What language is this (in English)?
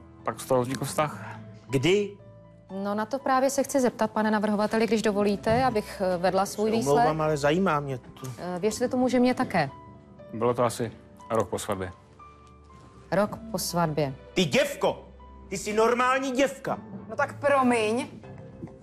Czech